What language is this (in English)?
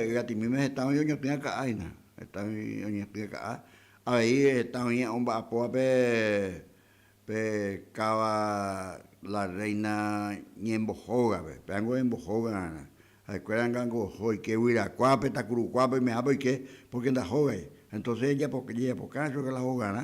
Guarani